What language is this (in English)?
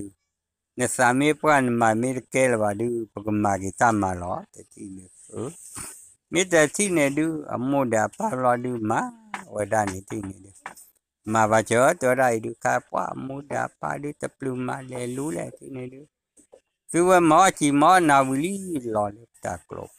S'gaw Karen